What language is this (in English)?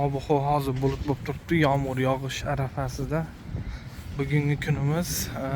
Uzbek